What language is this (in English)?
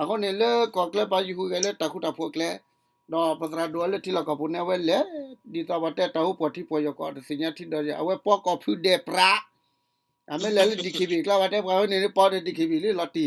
S'gaw Karen